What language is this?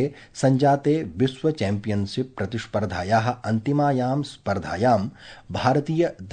Sanskrit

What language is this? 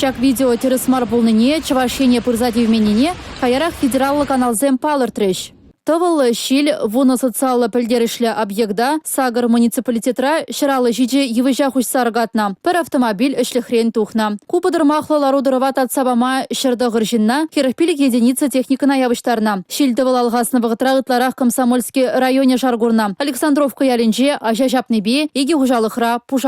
Chuvash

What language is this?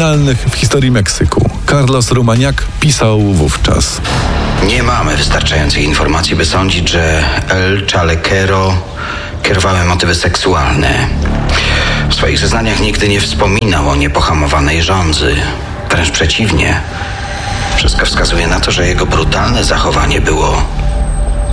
Polish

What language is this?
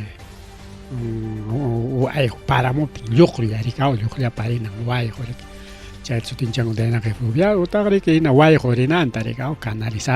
Ayacucho Quechua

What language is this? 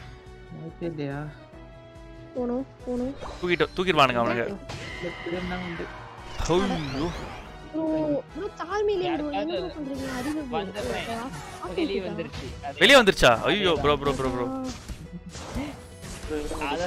Tamil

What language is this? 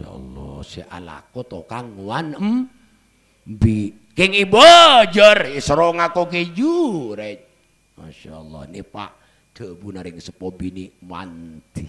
Madurese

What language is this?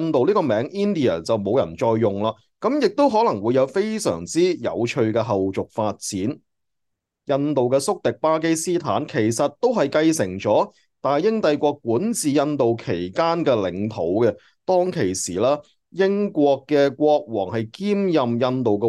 Cantonese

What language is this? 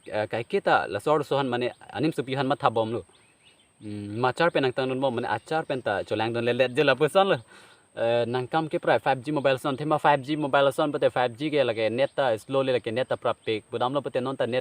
Karbi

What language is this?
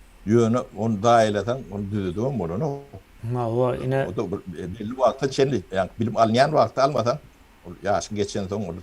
Turkmen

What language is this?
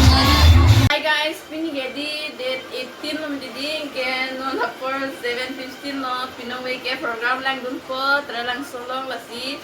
Karbi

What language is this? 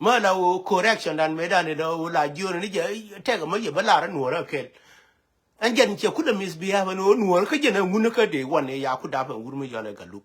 Nuer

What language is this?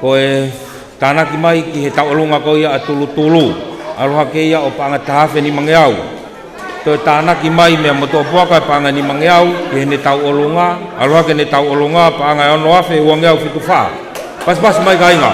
Tongan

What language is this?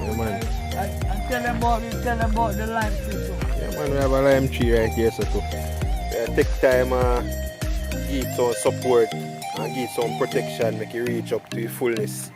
Jamaican Creole English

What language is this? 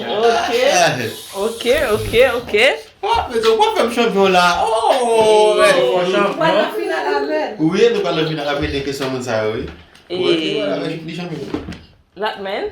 Haitian Creole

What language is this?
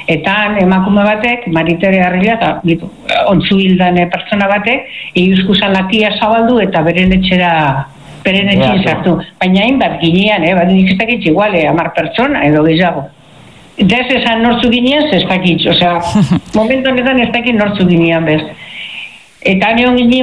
Basque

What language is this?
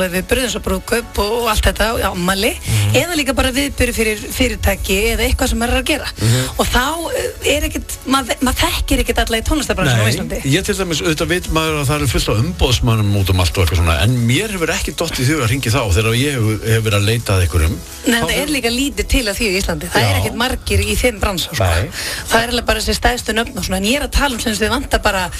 Icelandic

